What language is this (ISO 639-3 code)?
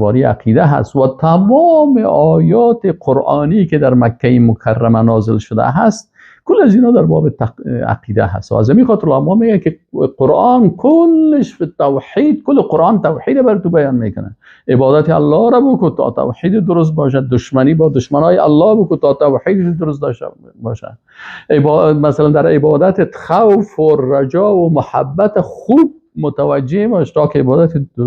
fas